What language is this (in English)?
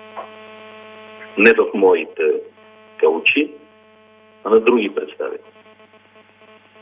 Bulgarian